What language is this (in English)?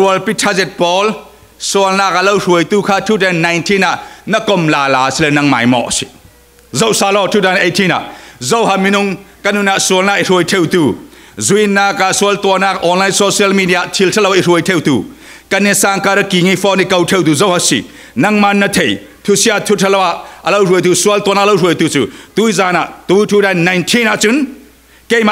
Falam Chin